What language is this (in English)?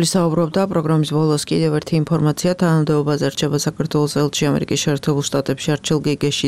Georgian